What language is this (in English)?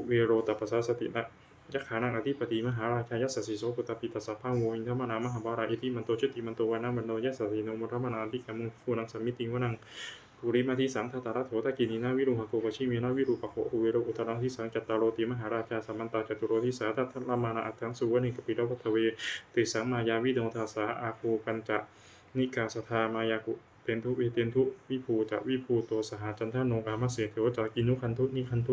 Pali